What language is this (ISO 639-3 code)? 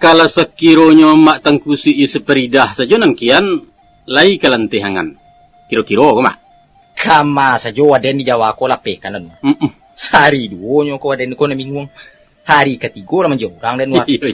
min